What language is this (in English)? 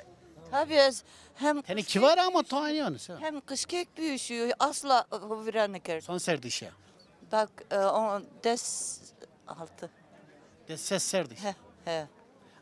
Zaza